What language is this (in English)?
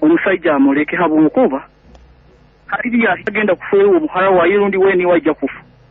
Nyoro